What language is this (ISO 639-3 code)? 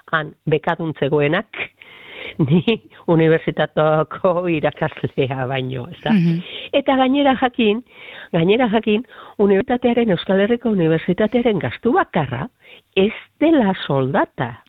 eus